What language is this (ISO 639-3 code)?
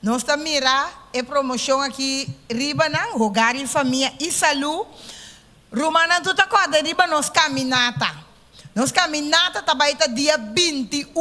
pap